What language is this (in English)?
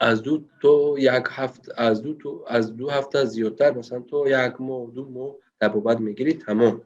Tajik